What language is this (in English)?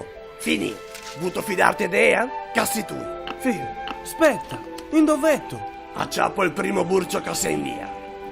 Venetian